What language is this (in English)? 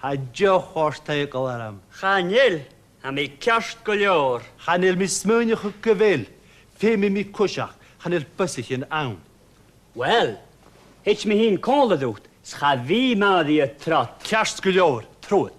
Scottish Gaelic